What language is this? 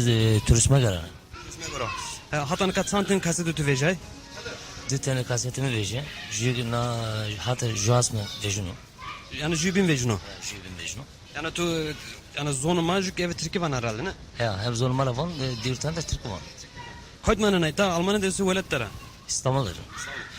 Zaza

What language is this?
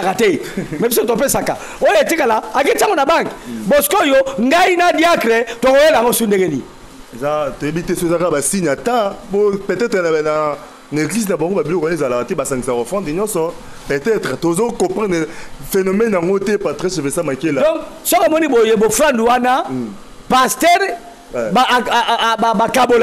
Lingala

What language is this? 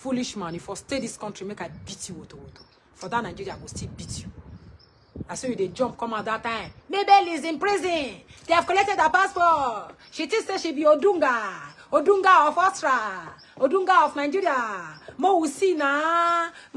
Nigerian Pidgin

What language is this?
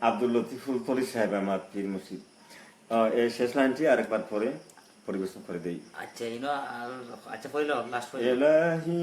Sylheti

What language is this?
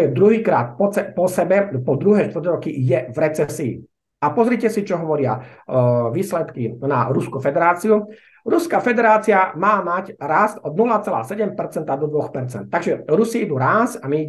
Slovak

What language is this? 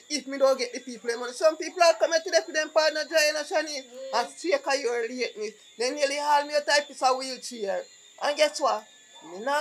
Jamaican Creole English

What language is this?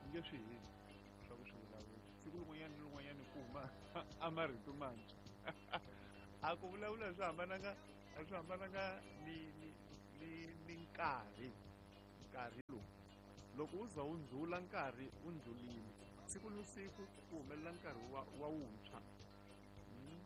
Tsonga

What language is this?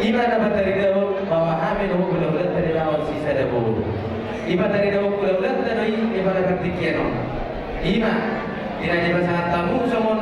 Batak Toba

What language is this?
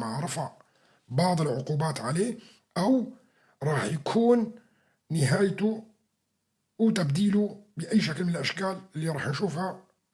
North Levantine Arabic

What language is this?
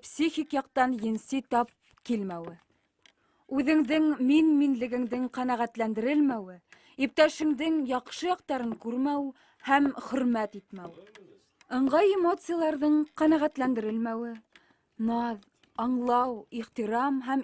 Bashkir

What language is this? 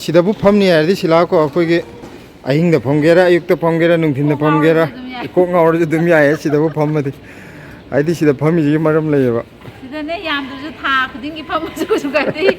Manipuri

